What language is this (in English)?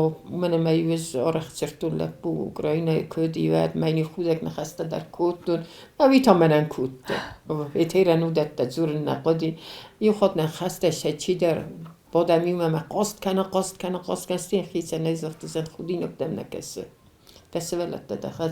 Ossetic